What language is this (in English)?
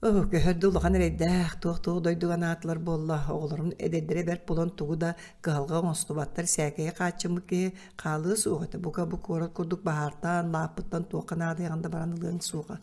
Yakut